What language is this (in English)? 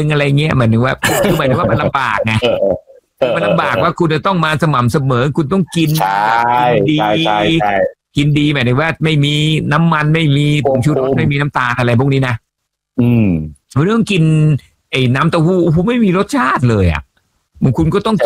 Thai